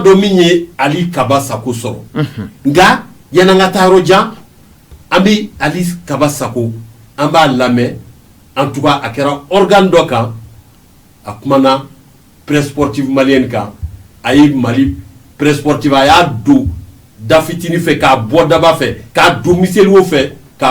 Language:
Bambara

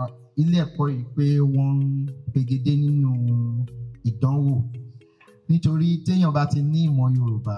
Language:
Yoruba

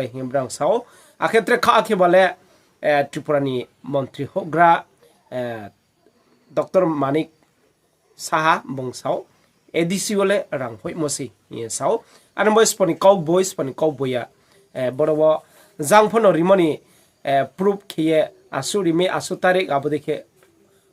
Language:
Riang (India)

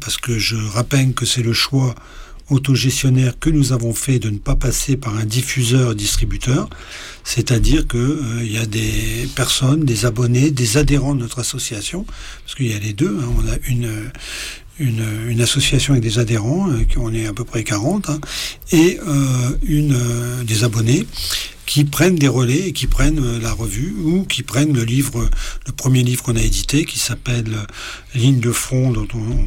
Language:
French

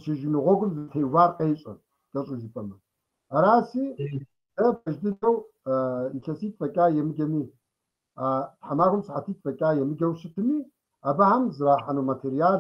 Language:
Kabardian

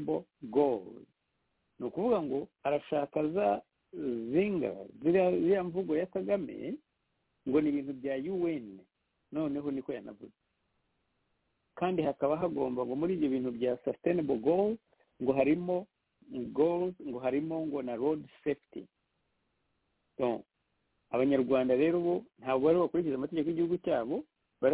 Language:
Kinyarwanda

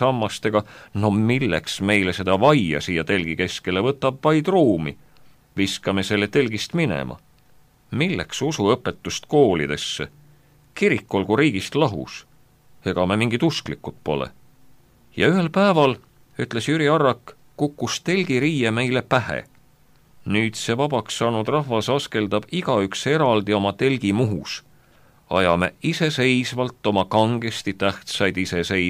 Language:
Estonian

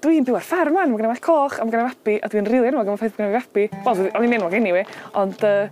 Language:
Welsh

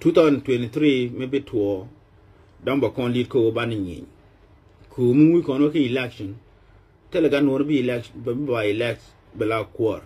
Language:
Nuer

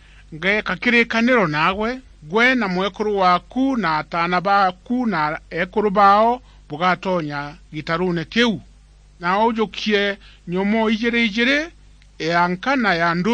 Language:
Meru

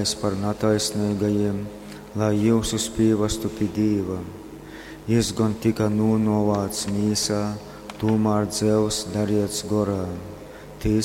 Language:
Latgalian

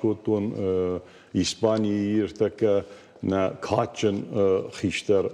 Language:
Ossetic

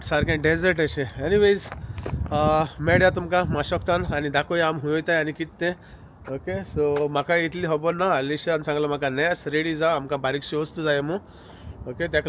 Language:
Konkani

